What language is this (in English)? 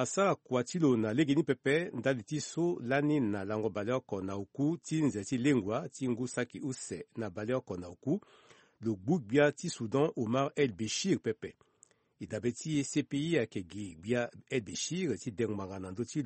Sango